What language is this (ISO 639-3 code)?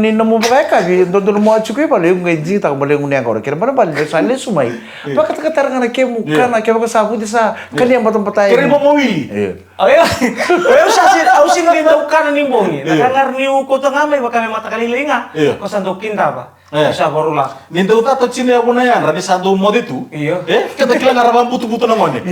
fij